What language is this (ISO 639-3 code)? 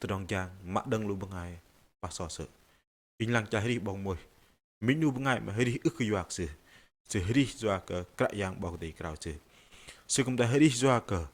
bdq